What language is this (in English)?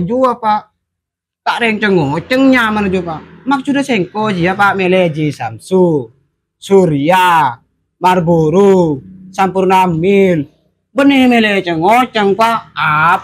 Madurese